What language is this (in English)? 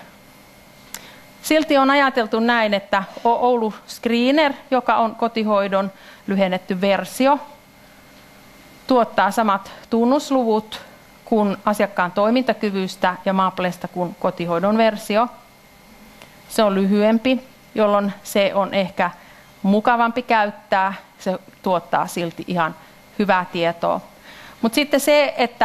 Finnish